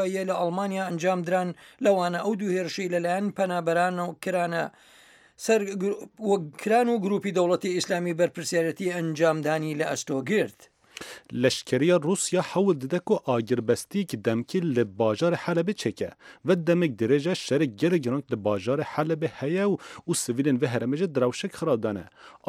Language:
Central Kurdish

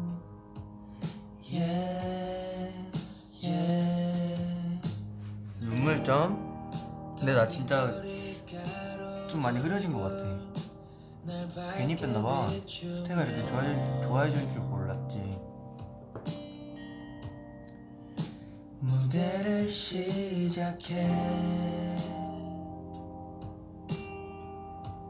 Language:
Korean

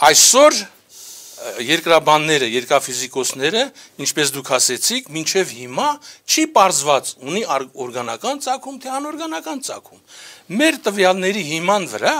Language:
Armenian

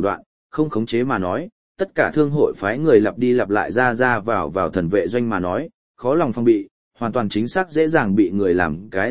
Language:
Vietnamese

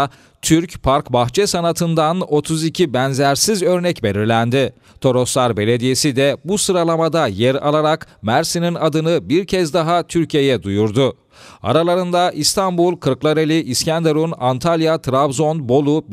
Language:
Turkish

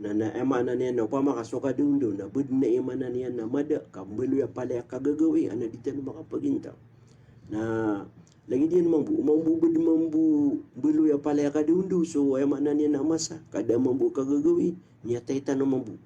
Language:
Maranao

